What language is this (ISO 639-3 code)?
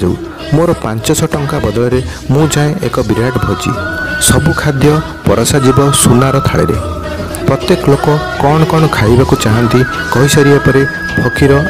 ori